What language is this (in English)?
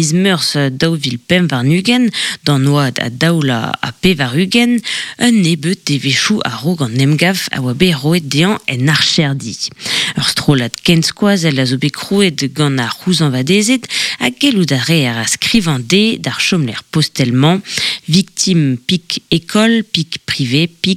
Breton